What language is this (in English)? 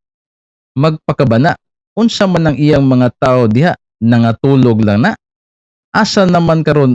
Cebuano